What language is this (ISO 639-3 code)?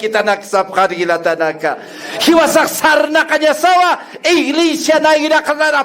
aym